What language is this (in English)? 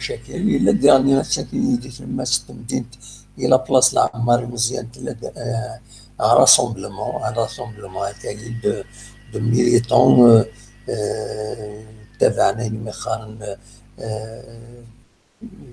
Kabyle